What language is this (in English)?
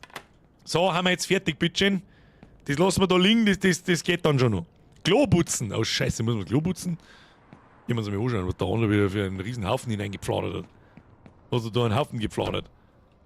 Bavarian